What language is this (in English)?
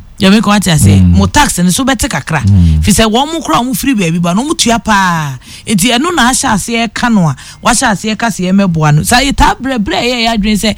Akan